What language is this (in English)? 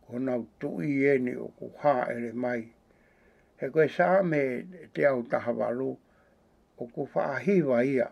Tongan